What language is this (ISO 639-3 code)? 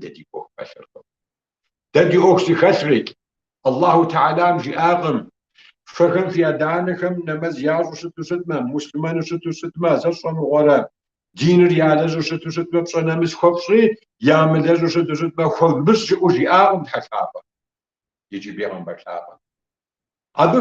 kbd